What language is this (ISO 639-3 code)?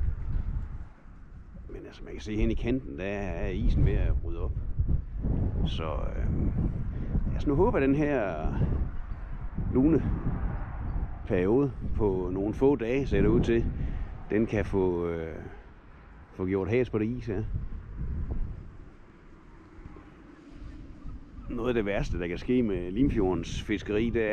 dan